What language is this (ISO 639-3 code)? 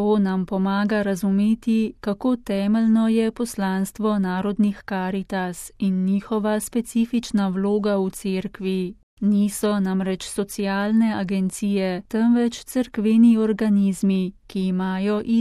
slv